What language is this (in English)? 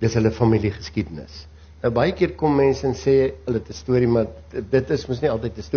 Afrikaans